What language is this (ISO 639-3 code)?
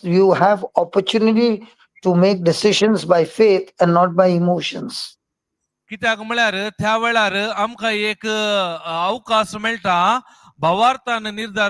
kok